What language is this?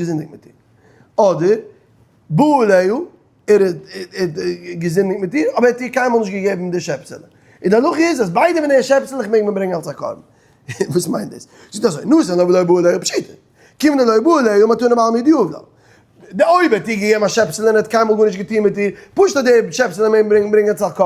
Yiddish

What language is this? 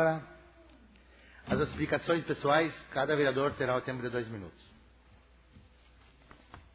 Portuguese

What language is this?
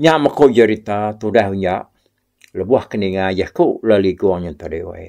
Iban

